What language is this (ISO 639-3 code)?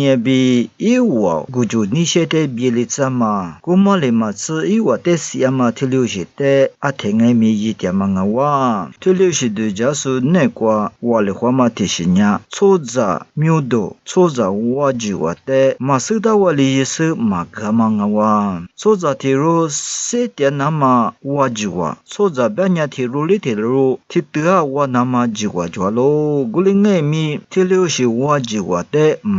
lis